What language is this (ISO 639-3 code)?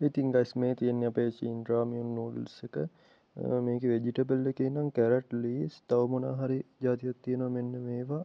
sin